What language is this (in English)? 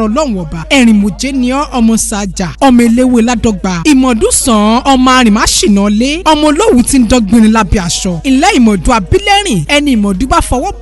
Yoruba